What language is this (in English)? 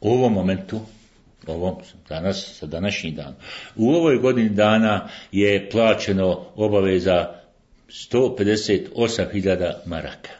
Bosnian